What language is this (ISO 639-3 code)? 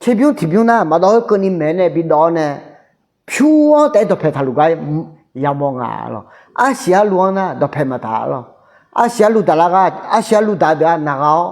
ahk